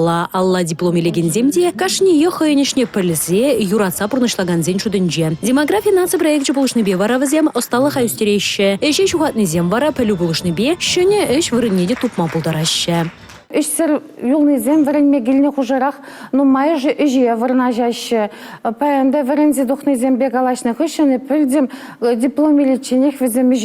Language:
Chuvash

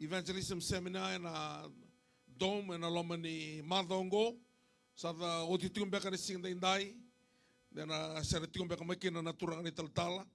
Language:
Fijian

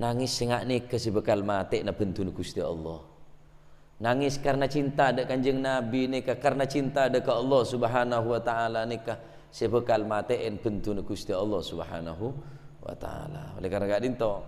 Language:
Madurese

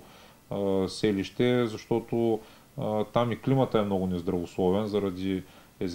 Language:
Bulgarian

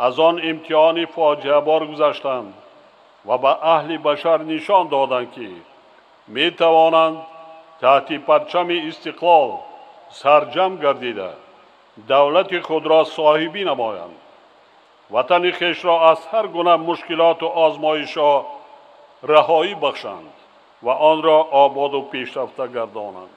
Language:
Tajik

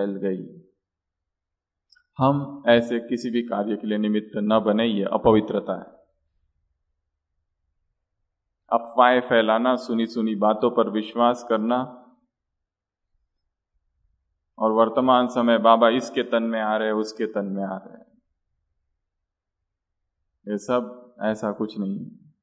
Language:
Hindi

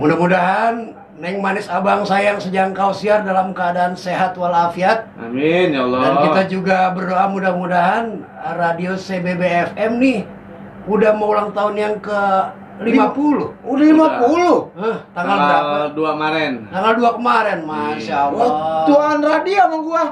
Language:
Betawi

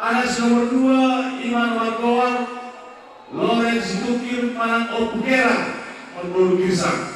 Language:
Batak Toba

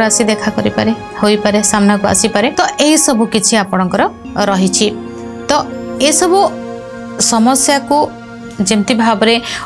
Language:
Odia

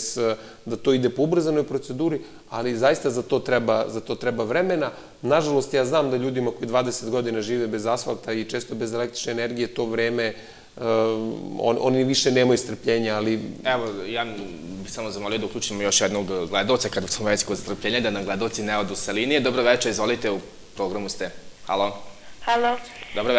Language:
Serbian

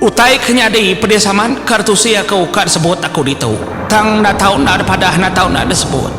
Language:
Iban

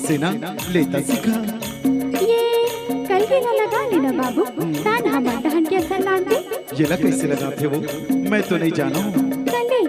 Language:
Chhattisgarhi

